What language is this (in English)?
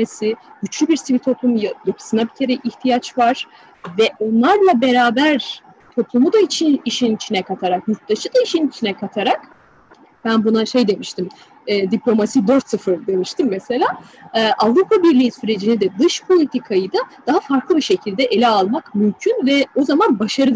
Turkish